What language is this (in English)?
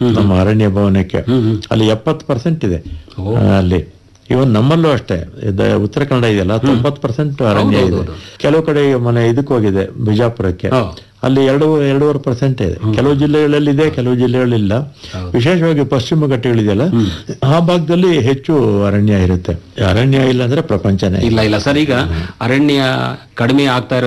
Kannada